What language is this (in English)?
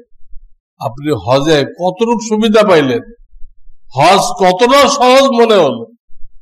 Bangla